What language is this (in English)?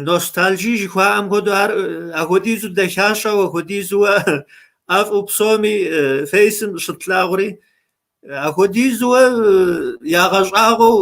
Kabardian